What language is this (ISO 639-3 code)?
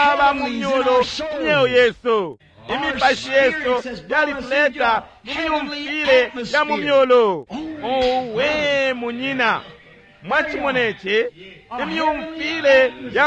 bem